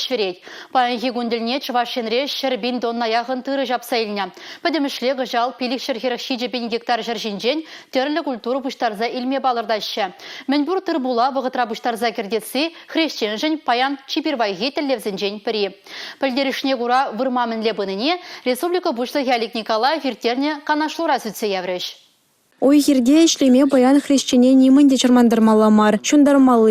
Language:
Chuvash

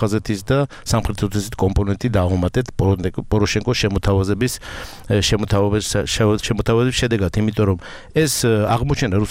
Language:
Georgian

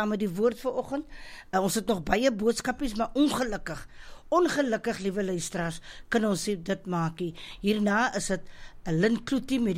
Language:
Afrikaans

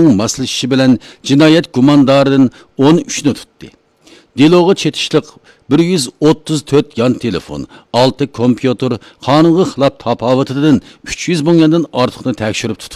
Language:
Uyghur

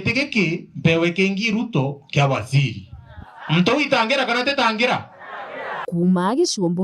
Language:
Meru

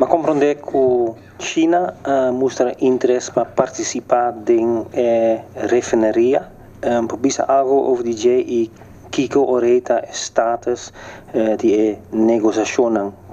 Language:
Papiamento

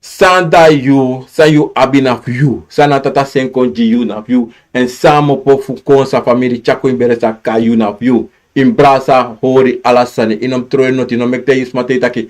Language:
Sranan Tongo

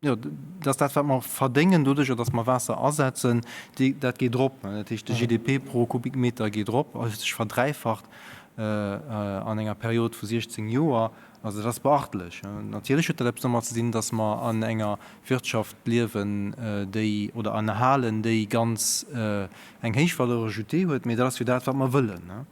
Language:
Luxembourgish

